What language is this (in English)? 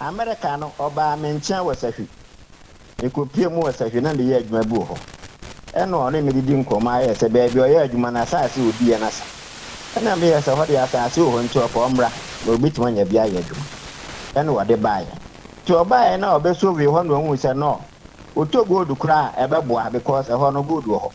Akan